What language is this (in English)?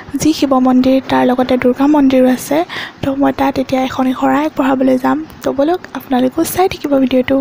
Assamese